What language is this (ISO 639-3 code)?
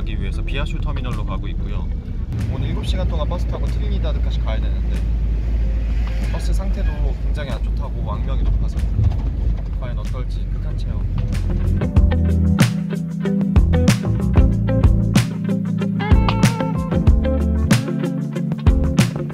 kor